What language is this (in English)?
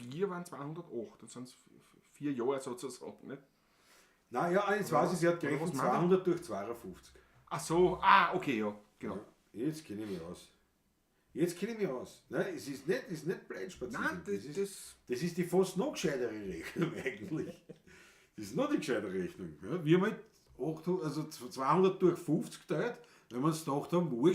Bavarian